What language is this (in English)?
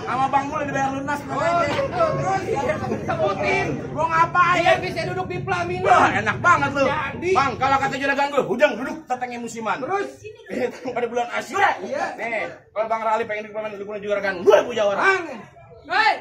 Betawi